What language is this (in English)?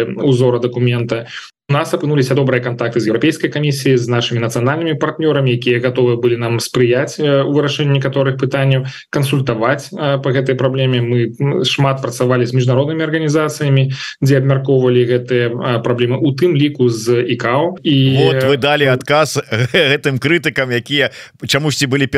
Belarusian